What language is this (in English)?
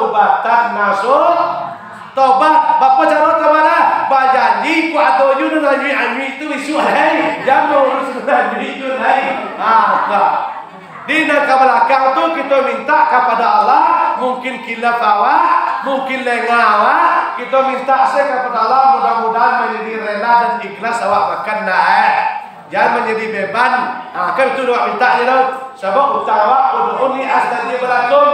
Minangkabau